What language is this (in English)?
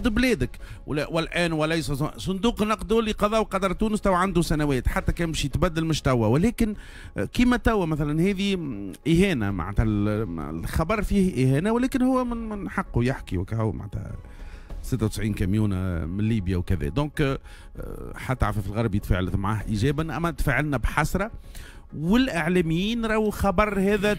Tunisian Arabic